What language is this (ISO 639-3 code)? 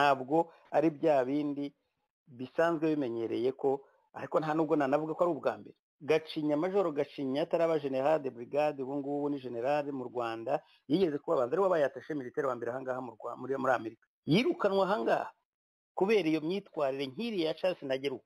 kin